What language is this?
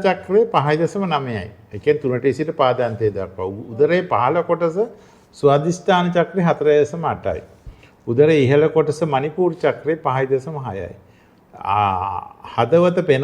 Sinhala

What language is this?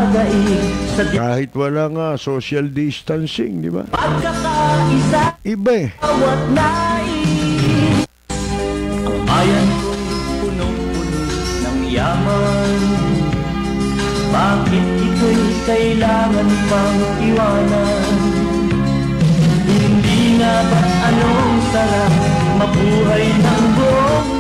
Filipino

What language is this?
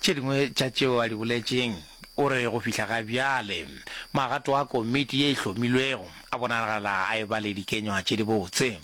Northern Sotho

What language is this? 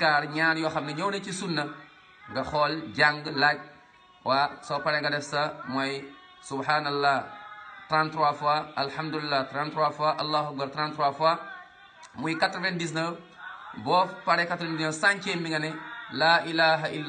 Wolof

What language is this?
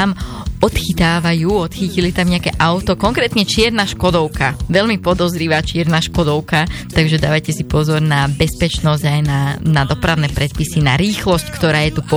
Slovak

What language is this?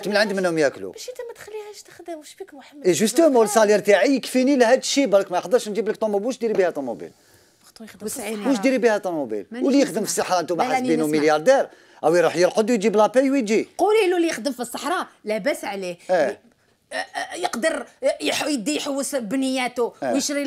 Algerian Arabic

